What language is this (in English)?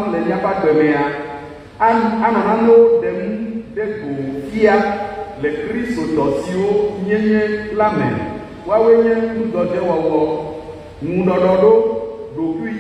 Ewe